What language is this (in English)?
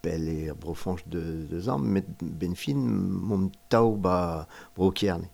Breton